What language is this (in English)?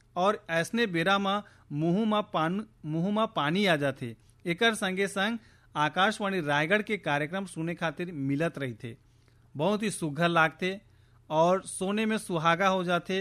Chhattisgarhi